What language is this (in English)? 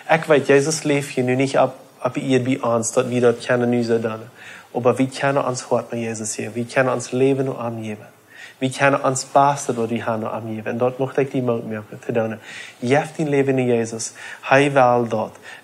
Plautdietsch